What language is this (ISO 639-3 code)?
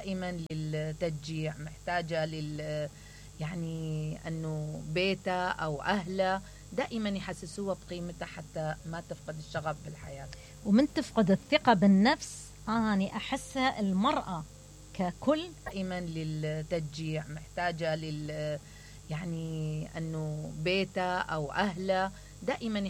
acm